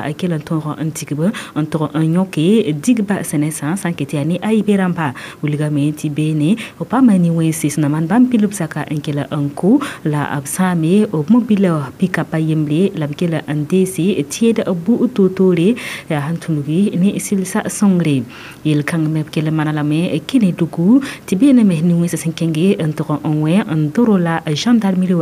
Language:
Mossi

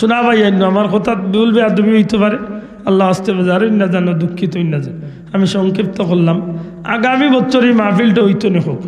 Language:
Sylheti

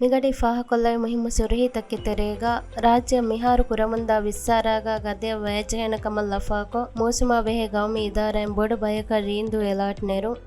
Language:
Divehi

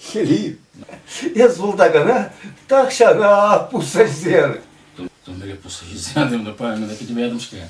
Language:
Chuvash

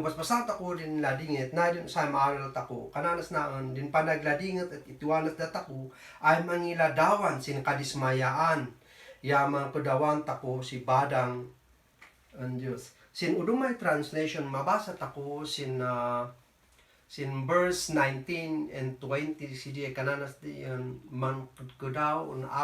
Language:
Kankanaey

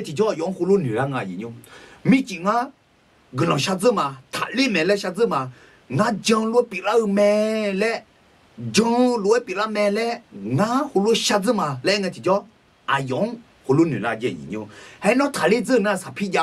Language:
Akha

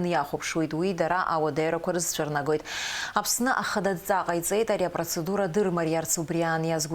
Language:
Abkhazian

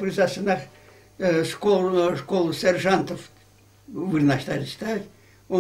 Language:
Chuvash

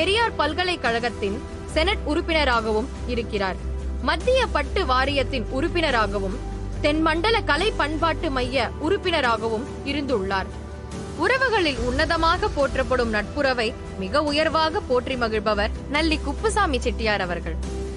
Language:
Tamil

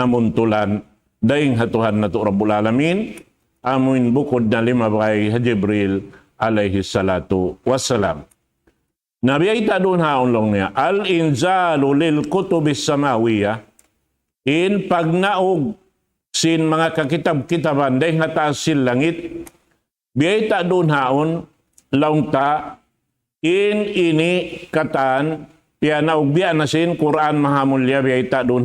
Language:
Tausug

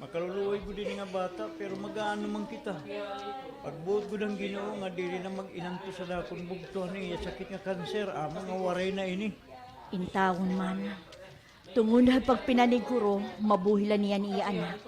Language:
Waray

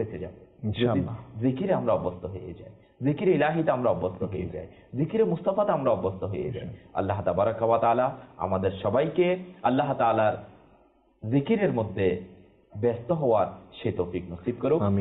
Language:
Bangla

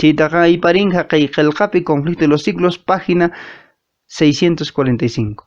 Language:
Quechua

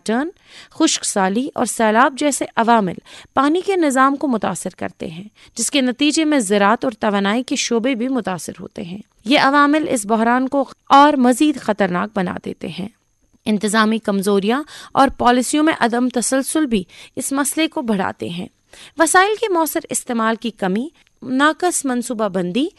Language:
Urdu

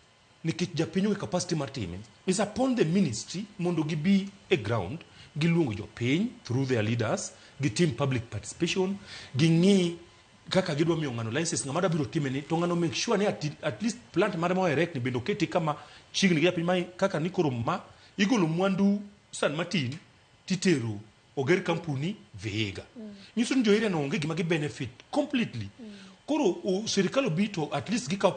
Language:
Luo (Kenya and Tanzania)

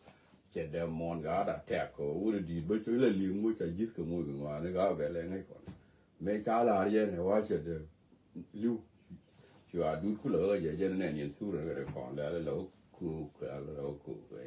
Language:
Nuer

